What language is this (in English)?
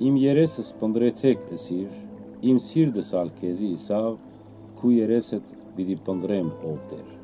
Western Armenian